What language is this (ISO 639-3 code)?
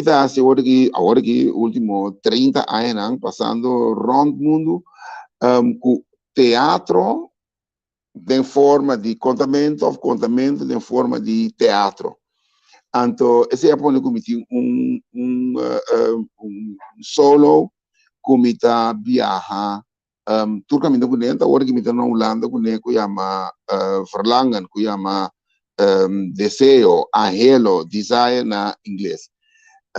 pap